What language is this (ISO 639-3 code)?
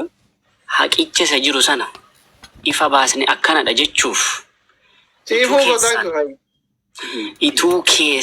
orm